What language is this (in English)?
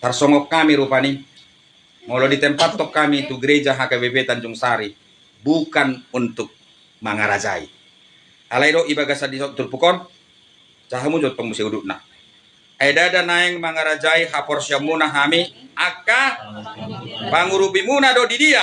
Batak Toba